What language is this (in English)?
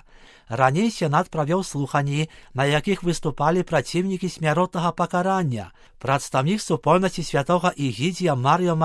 Belarusian